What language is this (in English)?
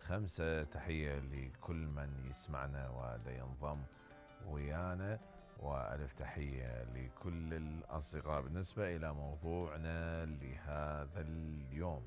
Mesopotamian Arabic